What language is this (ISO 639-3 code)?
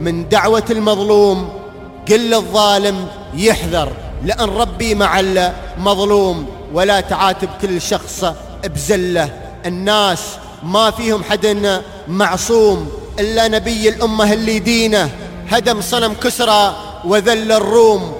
ars